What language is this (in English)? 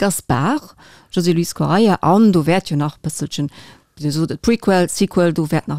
Luxembourgish